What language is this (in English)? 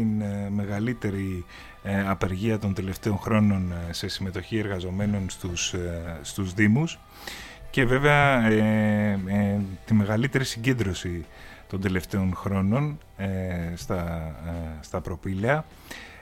Greek